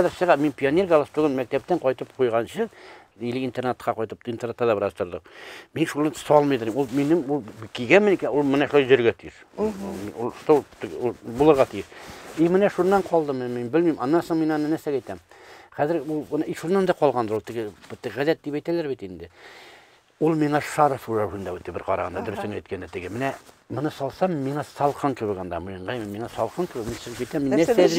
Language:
Tatar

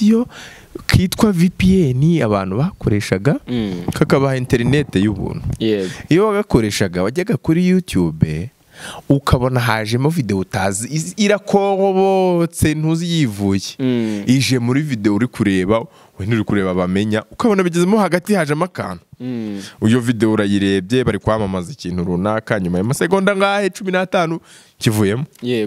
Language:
Kinyarwanda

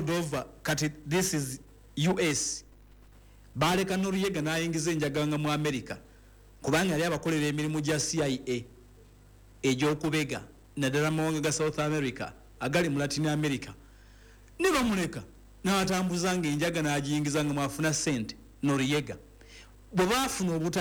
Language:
Ganda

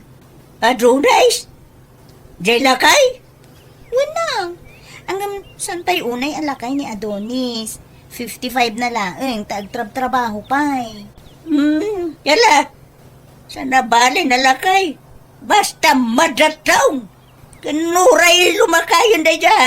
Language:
Iloko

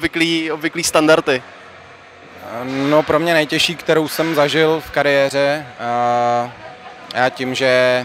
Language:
Czech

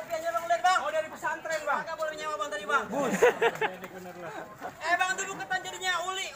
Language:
Betawi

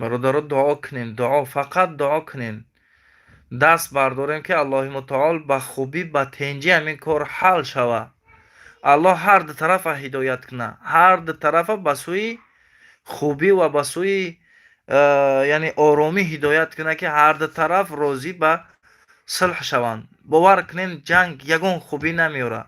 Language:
Tajik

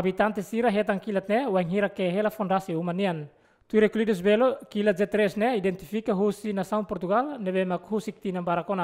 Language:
Tetum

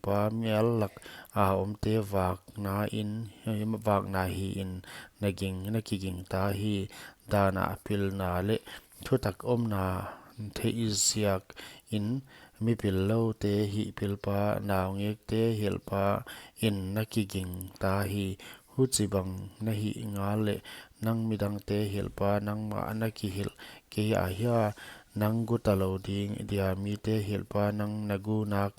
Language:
Paite Chin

